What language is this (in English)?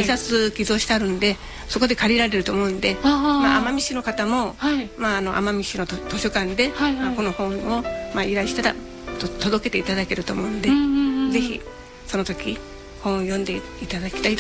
Japanese